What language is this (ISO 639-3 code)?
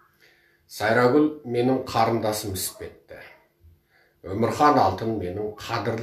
kaz